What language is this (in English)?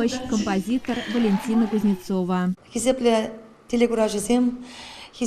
Chuvash